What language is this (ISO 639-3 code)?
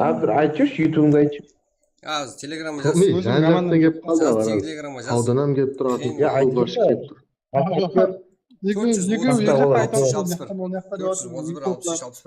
kaa